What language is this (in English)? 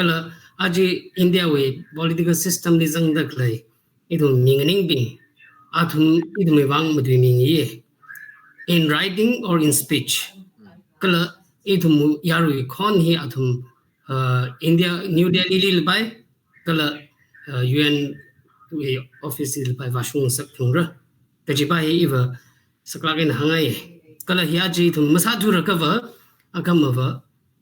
Tangkhul Naga (India)